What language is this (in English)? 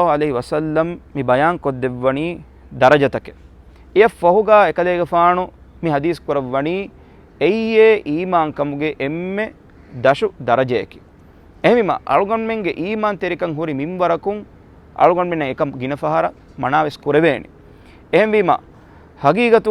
Divehi